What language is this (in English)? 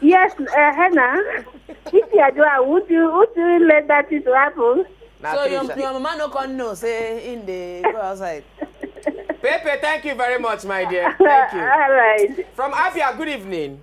Nigerian Pidgin